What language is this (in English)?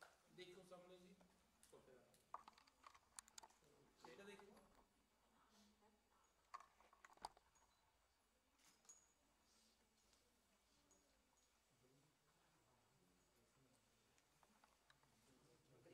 Punjabi